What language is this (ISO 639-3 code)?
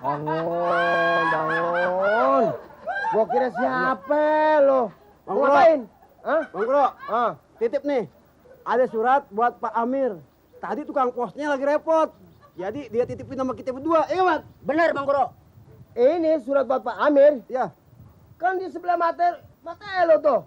bew